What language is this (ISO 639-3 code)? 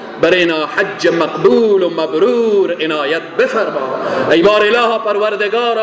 fas